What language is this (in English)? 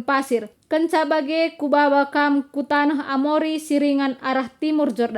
Batak Karo